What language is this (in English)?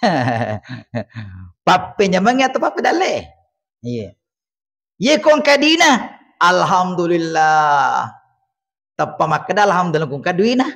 Buginese